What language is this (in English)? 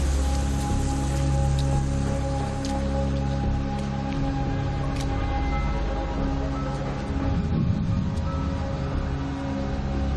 English